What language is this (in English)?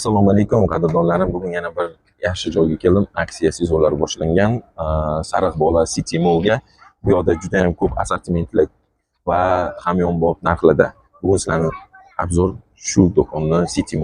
Uzbek